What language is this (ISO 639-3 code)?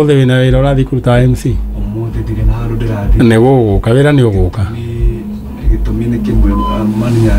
kik